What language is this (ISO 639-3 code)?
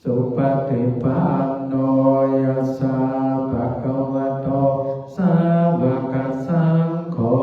pli